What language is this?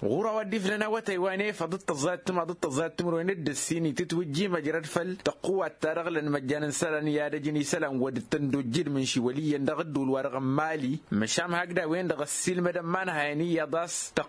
Tamasheq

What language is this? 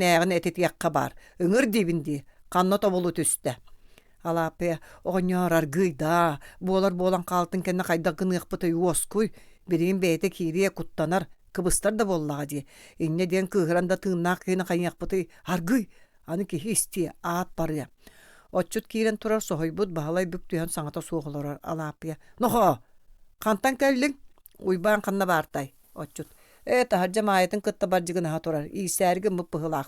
Yakut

